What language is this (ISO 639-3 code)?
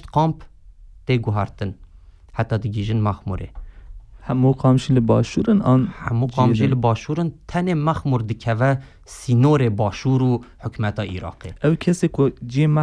kur